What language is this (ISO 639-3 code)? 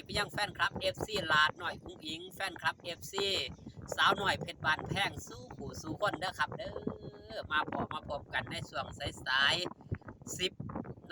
tts